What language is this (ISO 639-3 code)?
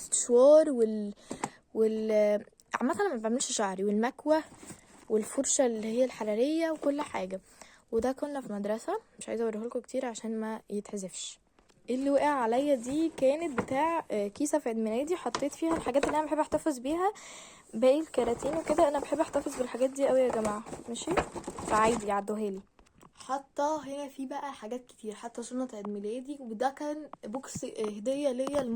arz